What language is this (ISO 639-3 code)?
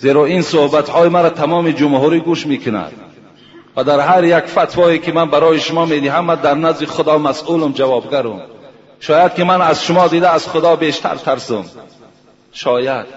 tgk